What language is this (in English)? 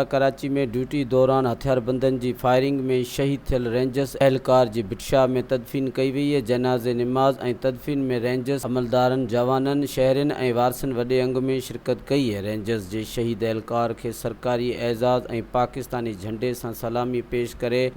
Sindhi